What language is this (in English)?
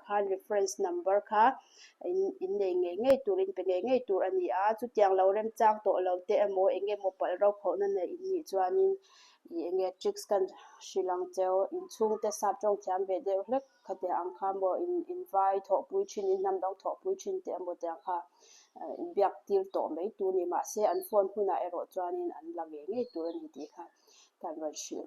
Mizo